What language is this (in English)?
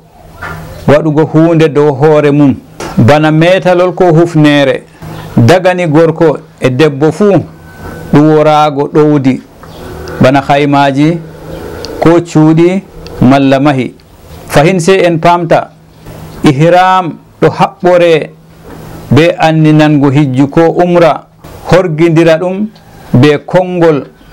Fula